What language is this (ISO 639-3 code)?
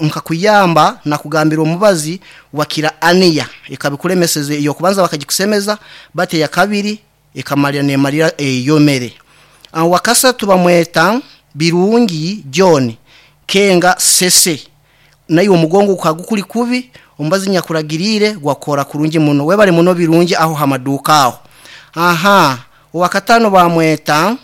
nyn